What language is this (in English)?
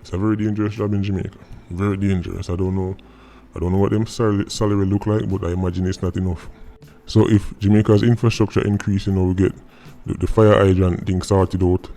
Jamaican Creole English